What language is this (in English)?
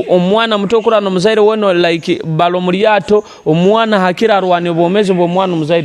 Nyoro